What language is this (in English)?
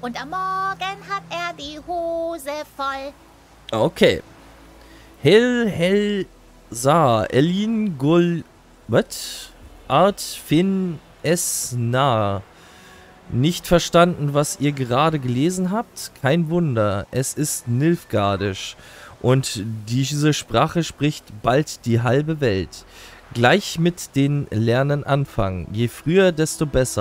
German